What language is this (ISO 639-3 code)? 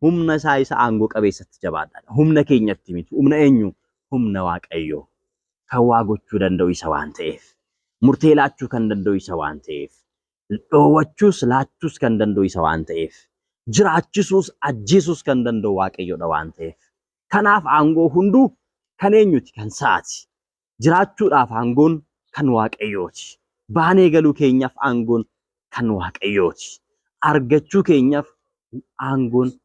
orm